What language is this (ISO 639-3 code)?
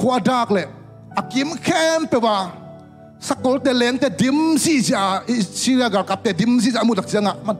ctd